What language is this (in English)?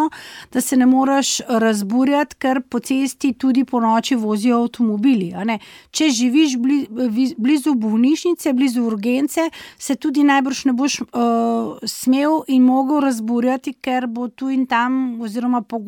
Slovenian